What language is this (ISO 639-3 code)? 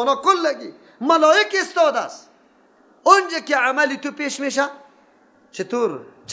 fas